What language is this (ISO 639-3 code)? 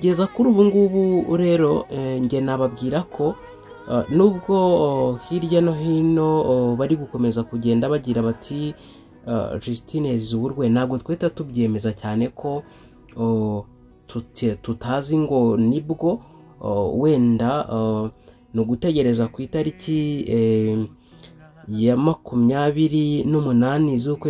kin